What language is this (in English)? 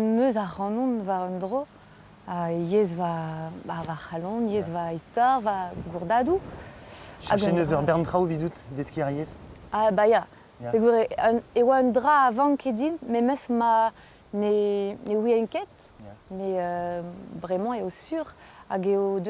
Breton